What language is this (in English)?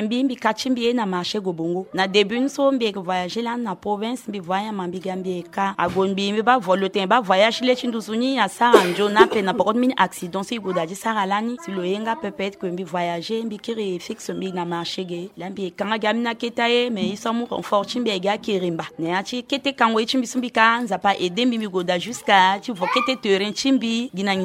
Sango